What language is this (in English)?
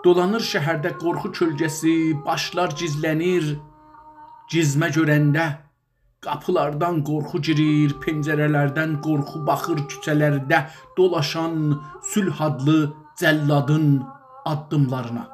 South Azerbaijani